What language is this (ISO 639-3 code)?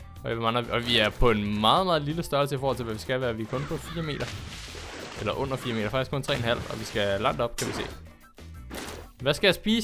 dan